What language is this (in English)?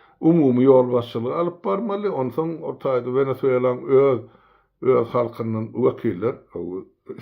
Turkmen